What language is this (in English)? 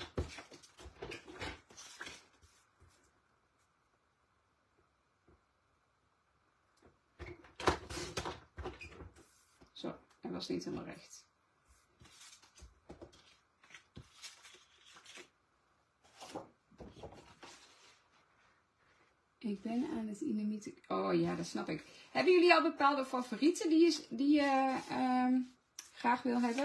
Dutch